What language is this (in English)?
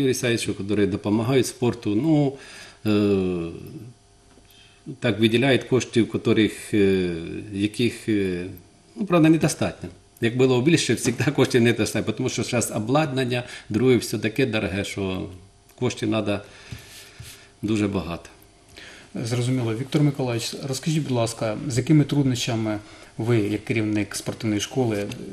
Ukrainian